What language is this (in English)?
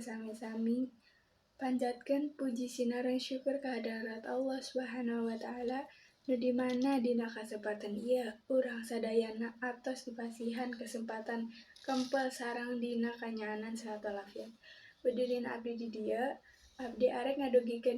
Sundanese